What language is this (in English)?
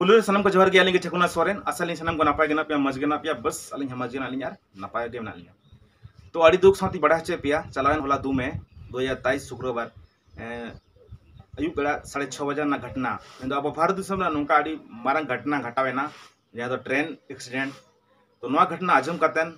Santali